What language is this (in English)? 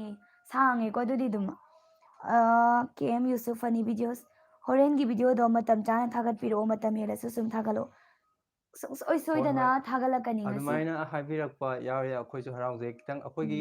Manipuri